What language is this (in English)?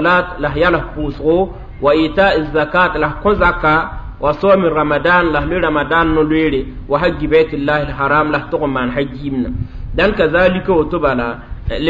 Mossi